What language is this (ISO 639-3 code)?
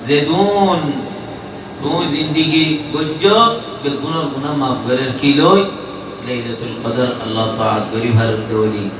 rhg